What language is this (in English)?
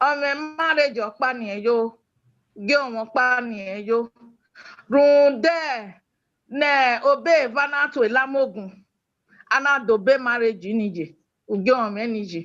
Bini